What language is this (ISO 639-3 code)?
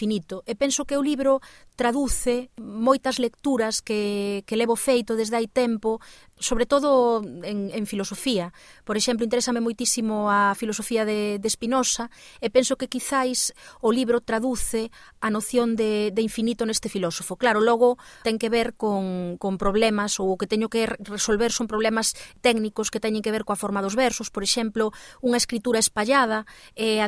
glg